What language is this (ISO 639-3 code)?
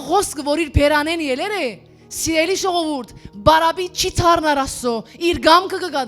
hyw